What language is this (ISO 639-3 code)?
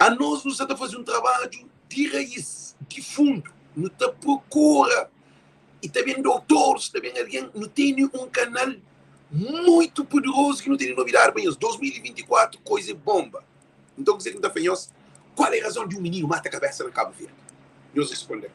kea